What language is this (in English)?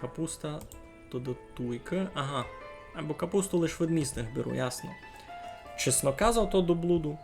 Rusyn